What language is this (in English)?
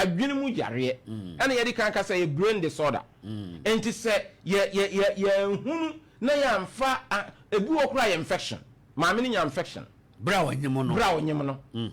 Akan